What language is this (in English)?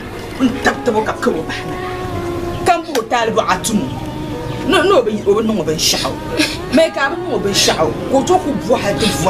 Dagbani